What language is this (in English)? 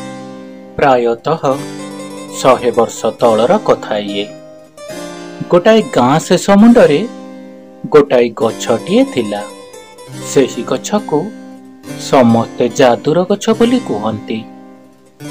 Odia